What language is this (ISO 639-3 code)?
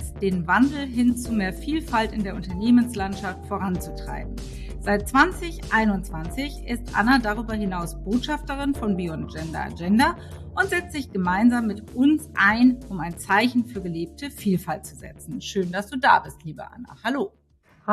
deu